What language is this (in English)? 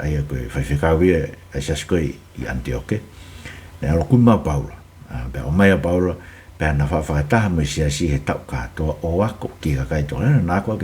Tongan